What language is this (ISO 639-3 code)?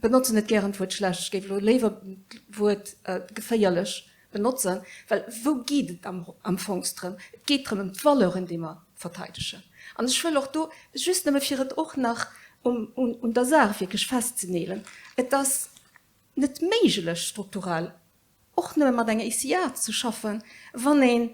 ltz